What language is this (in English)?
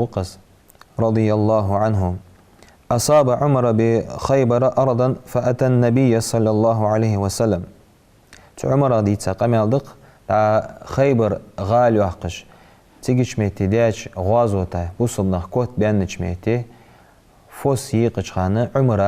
Ingush